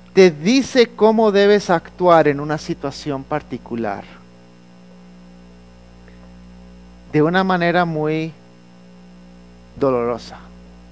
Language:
Spanish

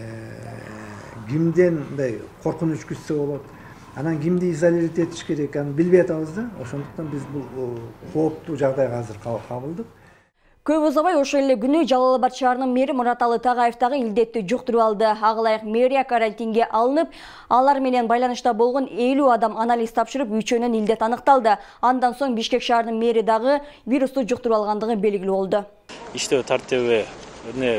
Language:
Kyrgyz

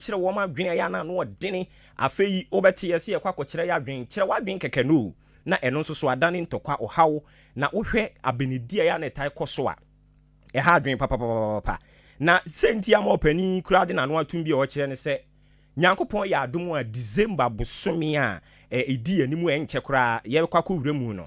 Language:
Akan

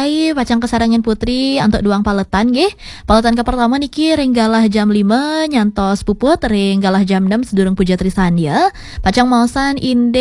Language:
Balinese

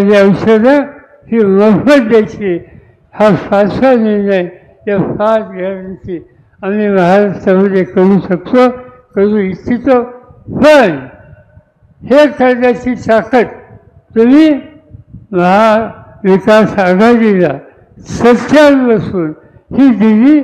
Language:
Marathi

